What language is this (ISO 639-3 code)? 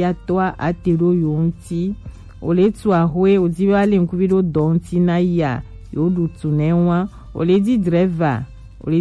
gej